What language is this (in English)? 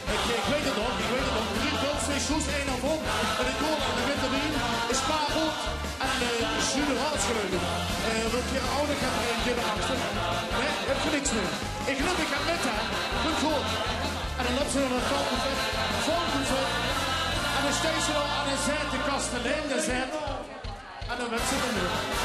Limburgish